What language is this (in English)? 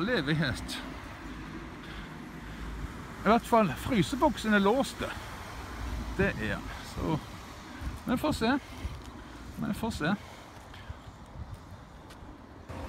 Norwegian